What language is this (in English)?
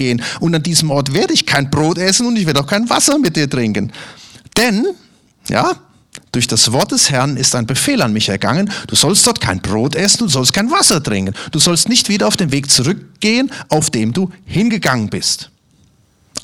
German